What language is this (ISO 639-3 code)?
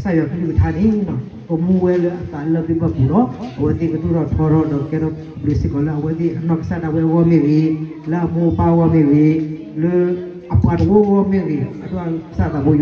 ksw